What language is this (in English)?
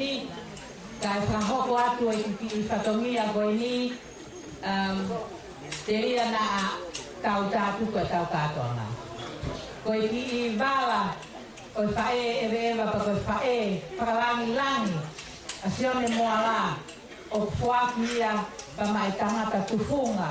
Tongan